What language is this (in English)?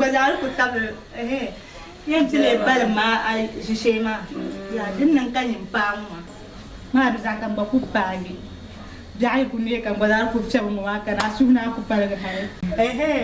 Dagbani